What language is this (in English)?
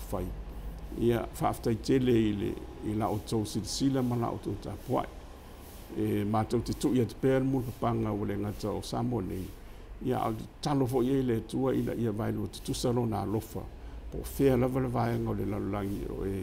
Samoan